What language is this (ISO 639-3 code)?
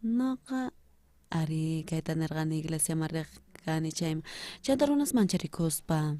quh